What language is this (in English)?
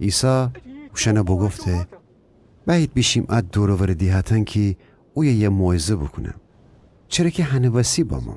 Gilaki